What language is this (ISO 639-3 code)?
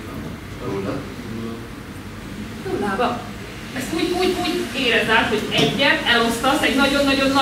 hun